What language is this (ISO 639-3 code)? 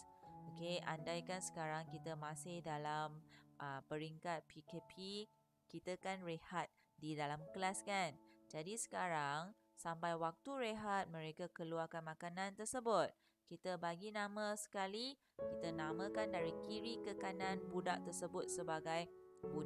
msa